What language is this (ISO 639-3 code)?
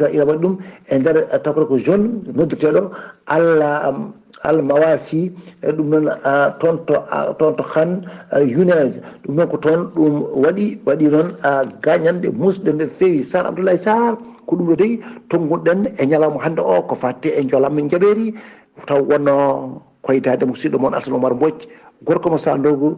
ful